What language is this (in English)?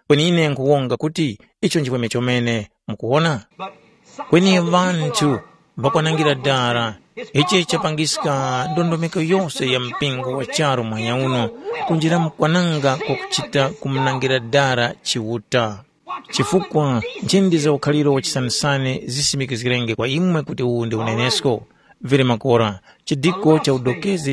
Tumbuka